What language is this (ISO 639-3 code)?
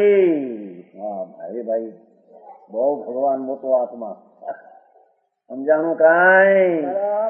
guj